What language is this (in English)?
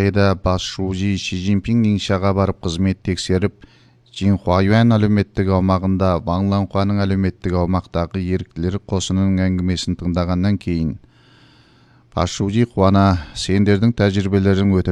Kazakh